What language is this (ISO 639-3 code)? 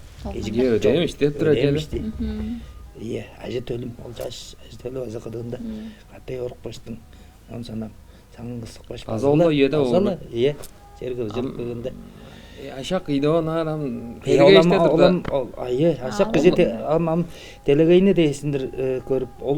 tyv